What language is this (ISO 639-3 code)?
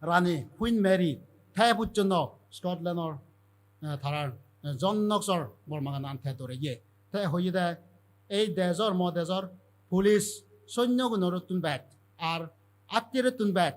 ccp